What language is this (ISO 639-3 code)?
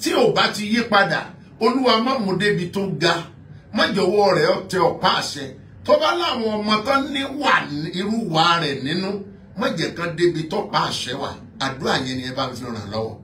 yor